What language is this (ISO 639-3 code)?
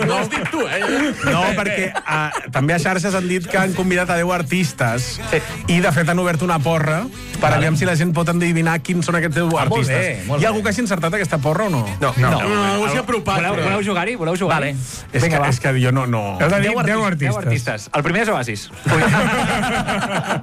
cat